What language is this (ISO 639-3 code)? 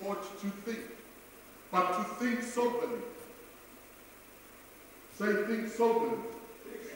eng